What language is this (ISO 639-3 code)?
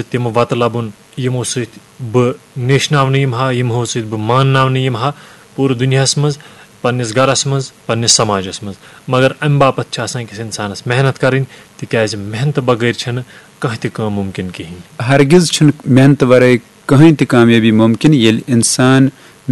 kas